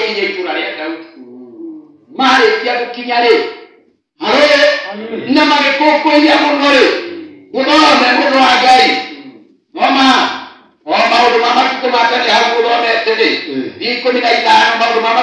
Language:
Kikuyu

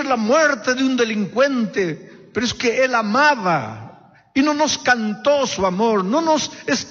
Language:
Spanish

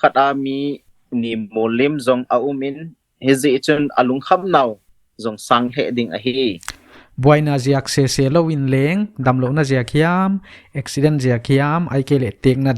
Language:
Paite Chin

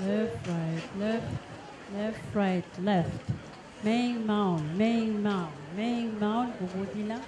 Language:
Pohnpeian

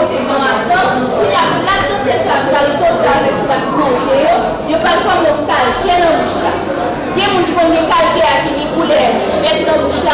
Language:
Haitian Creole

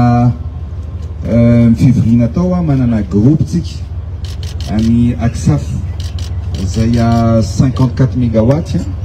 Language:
Malagasy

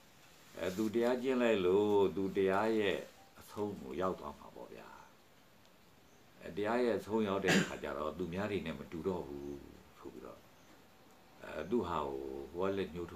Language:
Burmese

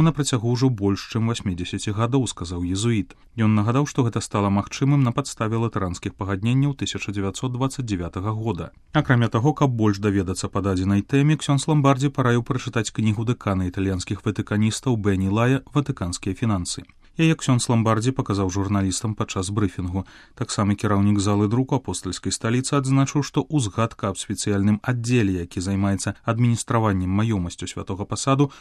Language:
Belarusian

